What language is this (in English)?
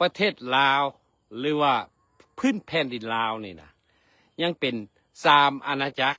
Lao